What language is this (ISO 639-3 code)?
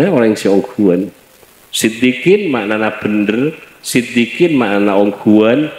mad